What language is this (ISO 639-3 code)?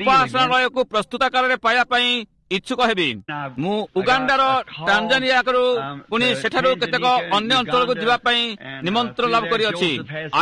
ori